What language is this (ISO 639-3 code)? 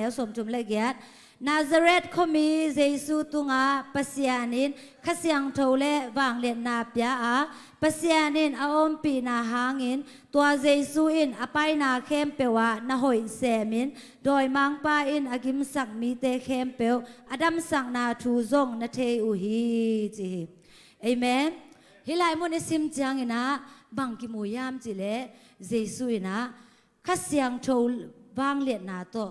ctd